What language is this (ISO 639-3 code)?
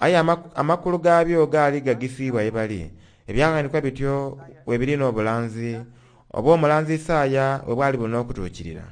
xog